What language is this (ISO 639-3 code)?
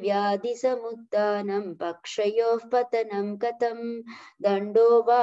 san